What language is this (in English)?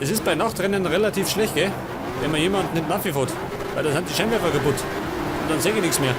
Bavarian